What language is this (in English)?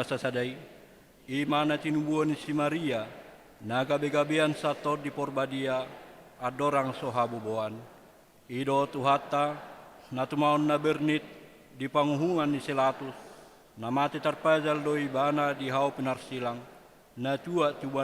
Batak Toba